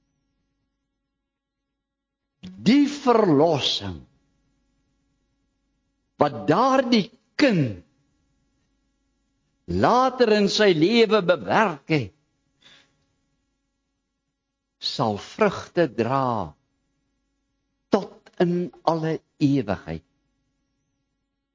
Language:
Afrikaans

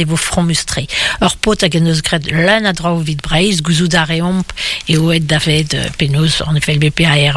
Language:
Breton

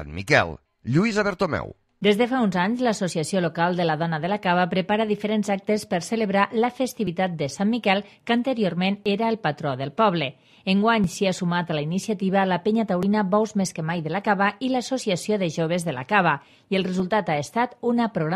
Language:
Catalan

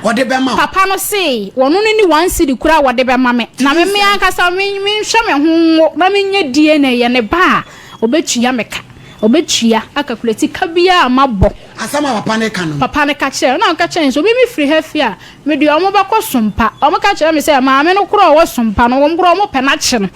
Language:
Akan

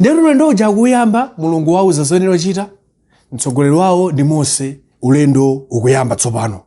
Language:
Nyanja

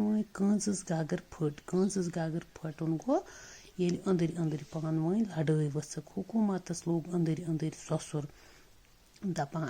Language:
Kashmiri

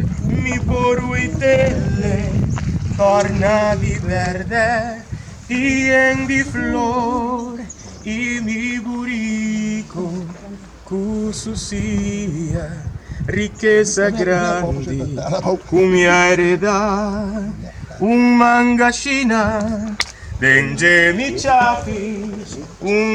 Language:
Papiamento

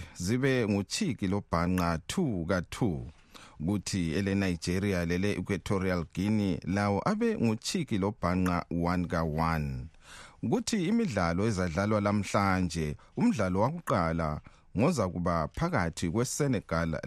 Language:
North Ndebele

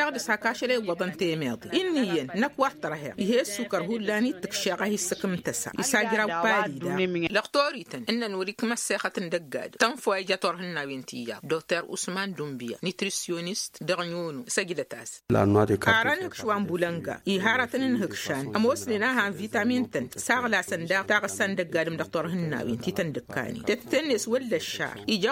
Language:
Tamasheq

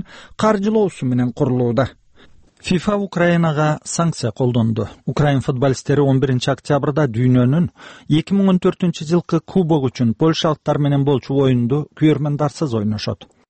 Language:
Kyrgyz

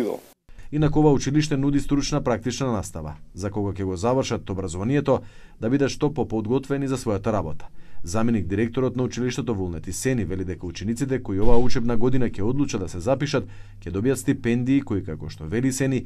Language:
Macedonian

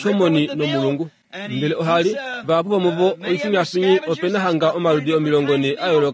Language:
Kuanyama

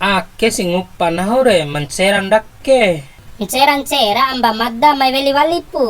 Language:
Bima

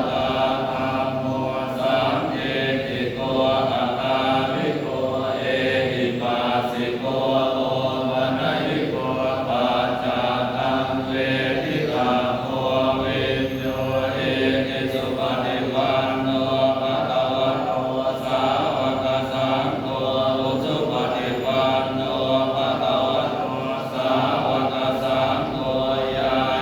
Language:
Pali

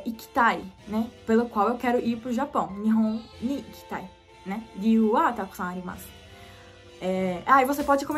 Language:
Portuguese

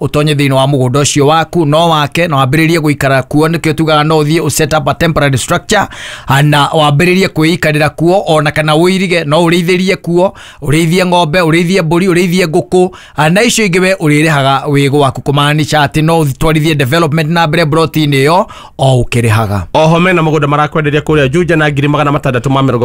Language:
Kikuyu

